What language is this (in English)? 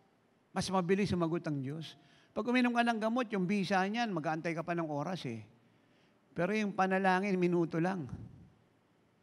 Filipino